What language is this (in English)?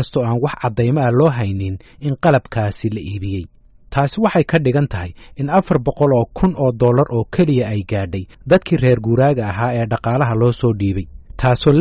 Somali